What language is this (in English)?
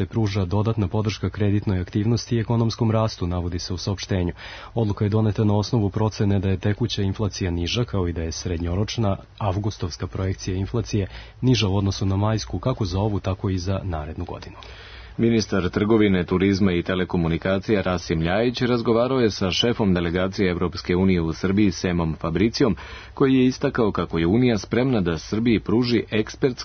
Serbian